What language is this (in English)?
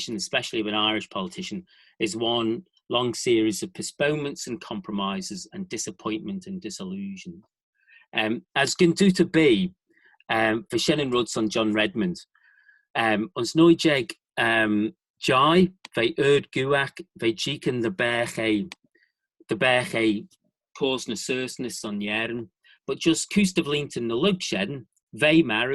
Manx